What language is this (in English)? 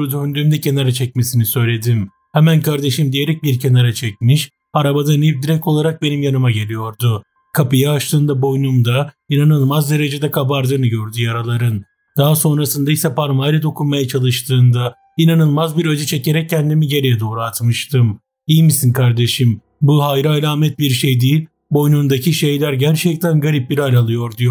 Turkish